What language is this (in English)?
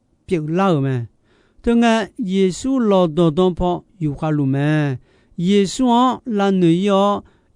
Akha